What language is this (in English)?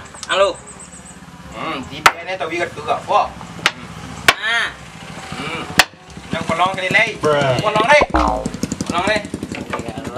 Minangkabau